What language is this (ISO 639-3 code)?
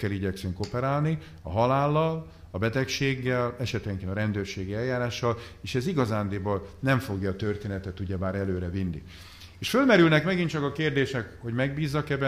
hun